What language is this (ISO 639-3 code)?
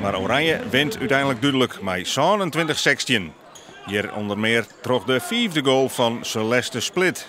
fry